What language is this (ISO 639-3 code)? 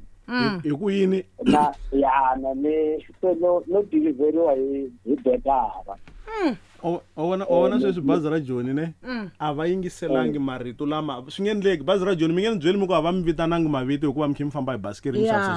tso